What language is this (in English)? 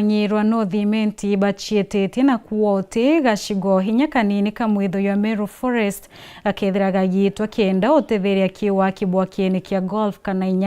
Meru